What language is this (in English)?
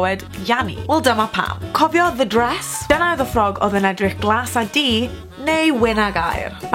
Welsh